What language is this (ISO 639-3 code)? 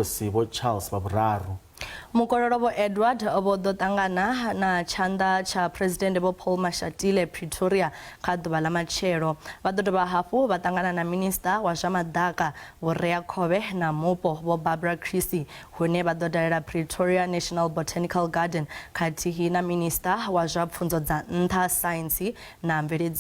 ven